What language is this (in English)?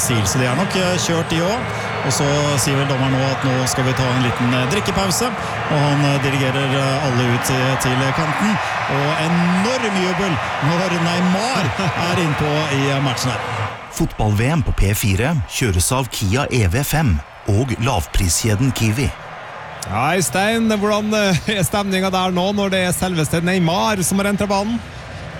Norwegian